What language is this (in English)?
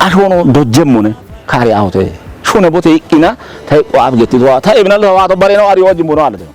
Kafa